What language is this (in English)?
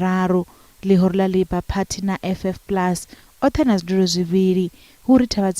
Venda